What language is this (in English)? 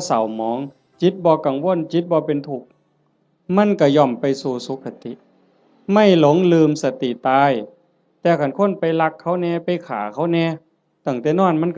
Northeastern Thai